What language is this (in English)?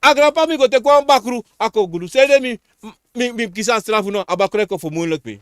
Sranan Tongo